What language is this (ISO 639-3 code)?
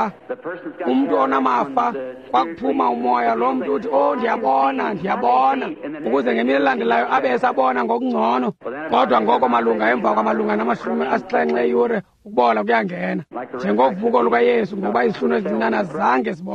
xho